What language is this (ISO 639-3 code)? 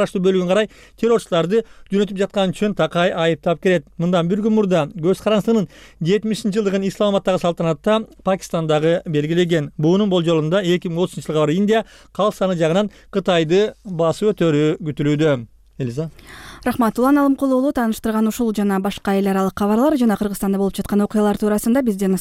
kir